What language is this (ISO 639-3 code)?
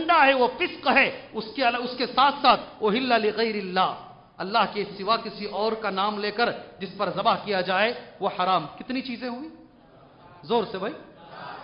urd